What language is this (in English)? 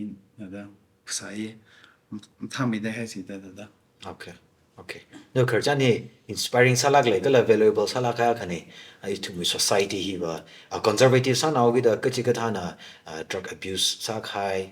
Tangkhul Naga (India)